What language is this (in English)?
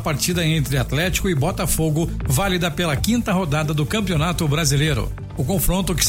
Portuguese